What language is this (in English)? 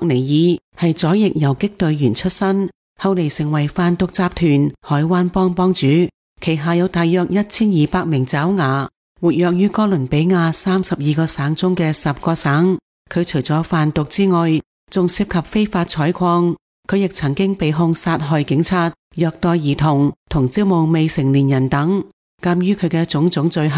Cantonese